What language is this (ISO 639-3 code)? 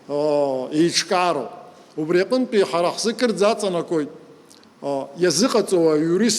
abk